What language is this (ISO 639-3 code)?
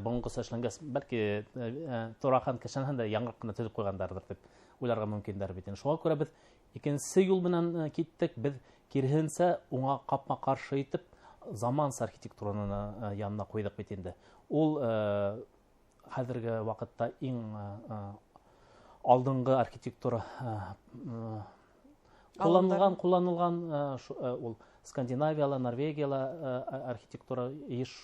bak